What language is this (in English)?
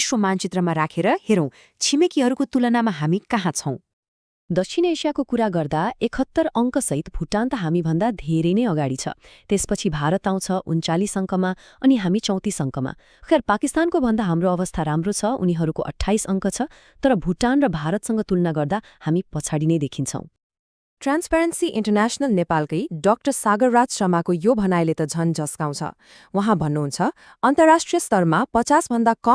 Nepali